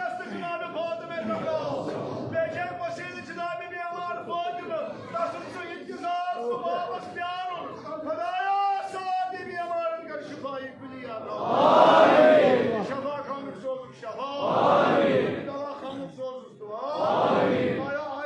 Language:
Kashmiri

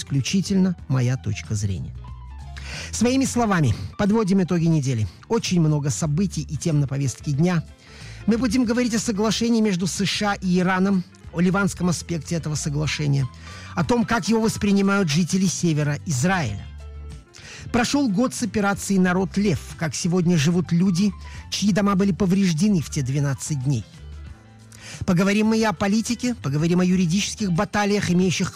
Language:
Russian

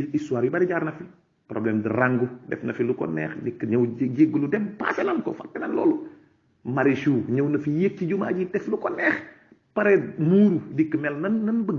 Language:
Wolof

